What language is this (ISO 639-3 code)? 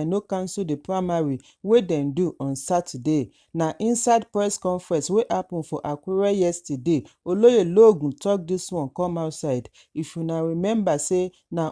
pcm